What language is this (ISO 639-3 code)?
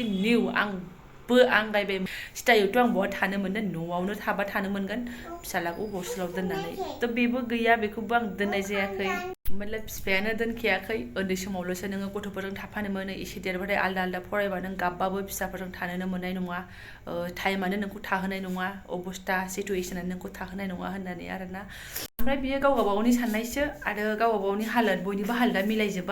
brx